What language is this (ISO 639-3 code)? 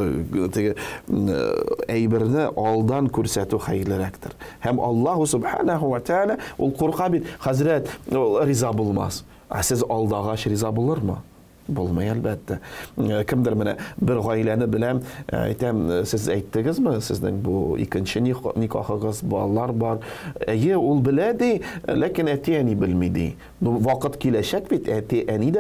tat